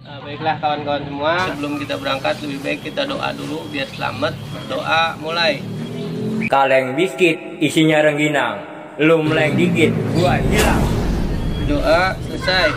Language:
Betawi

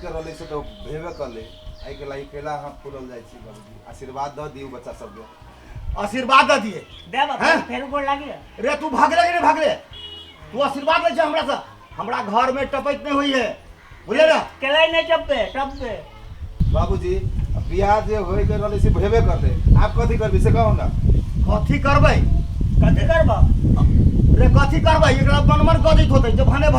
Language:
Maithili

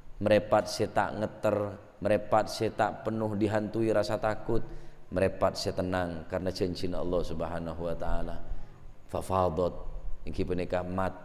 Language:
Madurese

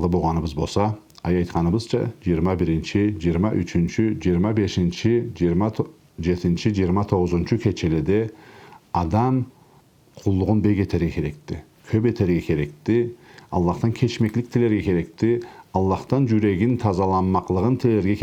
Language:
Karachay-Balkar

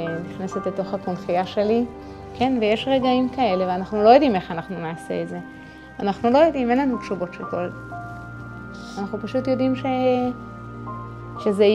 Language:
Hebrew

